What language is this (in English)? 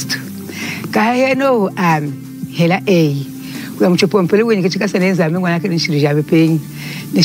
Lunda